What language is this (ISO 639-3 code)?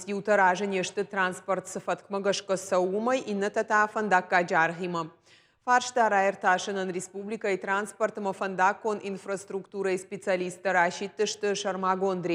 oss